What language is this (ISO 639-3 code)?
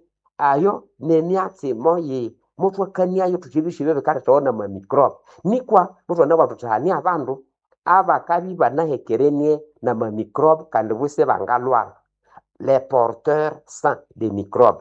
nnb